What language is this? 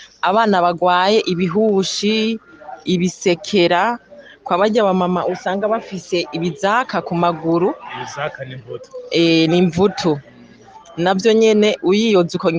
Rundi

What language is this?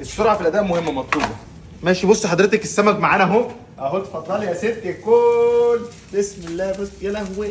Egyptian Arabic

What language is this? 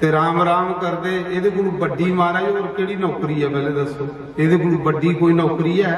Dogri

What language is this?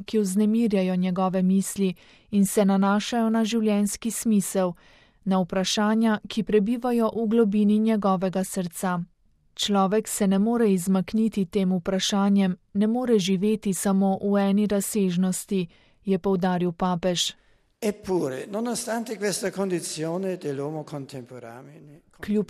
Slovenian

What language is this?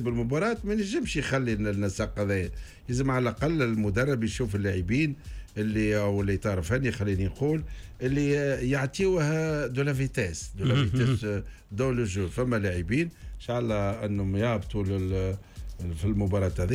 Tunisian Arabic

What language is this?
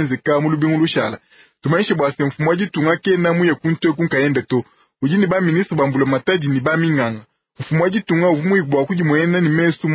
Luba-Lulua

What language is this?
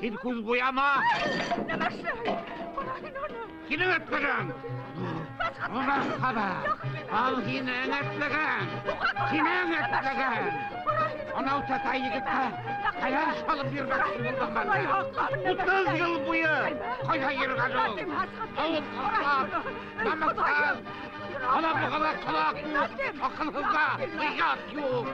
Bashkir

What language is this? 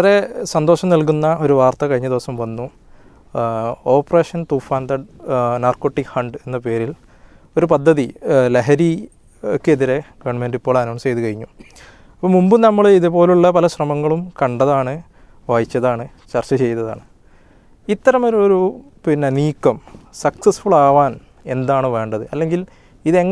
Malayalam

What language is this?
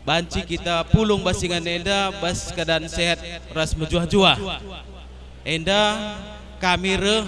Batak Karo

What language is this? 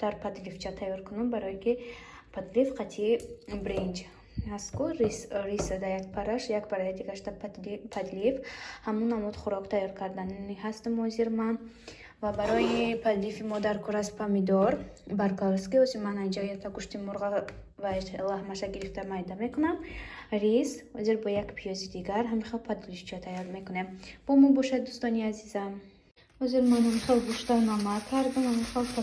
Tajik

